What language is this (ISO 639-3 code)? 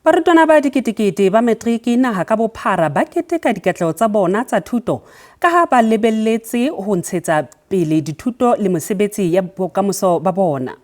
sot